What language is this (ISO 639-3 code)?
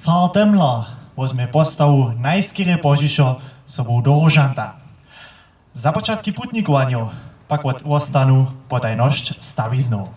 hsb